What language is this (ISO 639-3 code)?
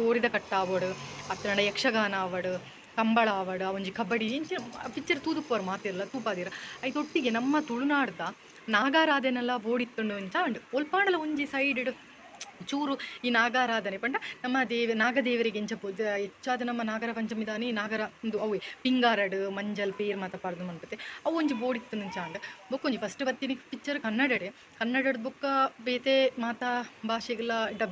tcy